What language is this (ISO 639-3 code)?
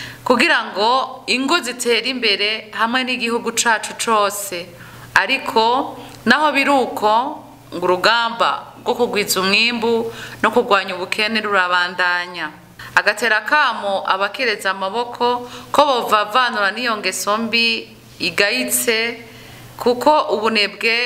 run